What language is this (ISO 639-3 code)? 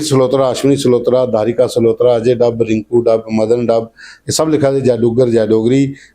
doi